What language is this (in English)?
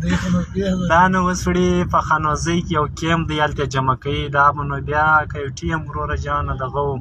Pashto